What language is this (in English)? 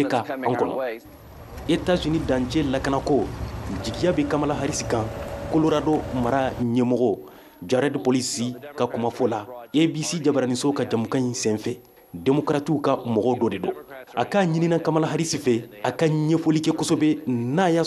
Bambara